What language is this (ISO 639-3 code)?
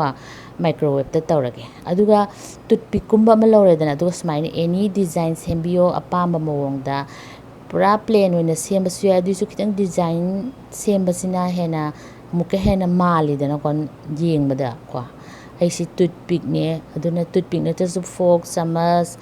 mni